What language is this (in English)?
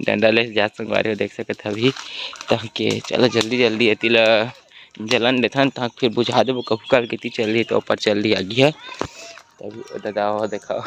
Chhattisgarhi